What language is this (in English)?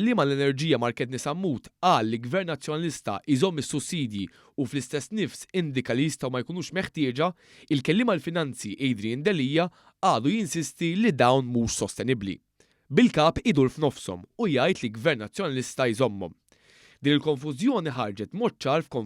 Maltese